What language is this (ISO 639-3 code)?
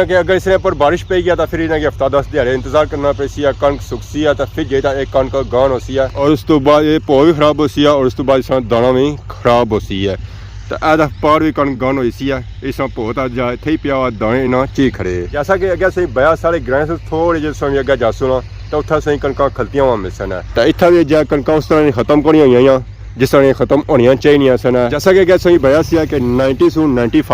phr